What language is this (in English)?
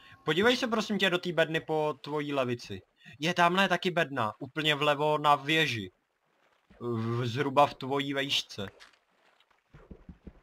Czech